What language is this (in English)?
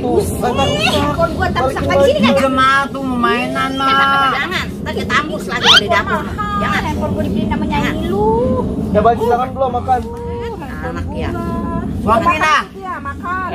Betawi